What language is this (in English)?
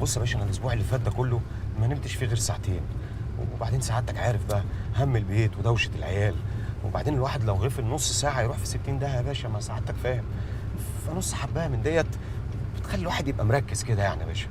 Egyptian Arabic